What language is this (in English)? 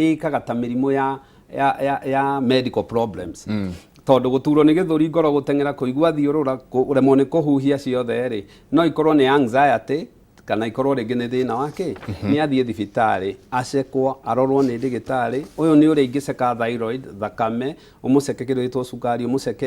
Kikuyu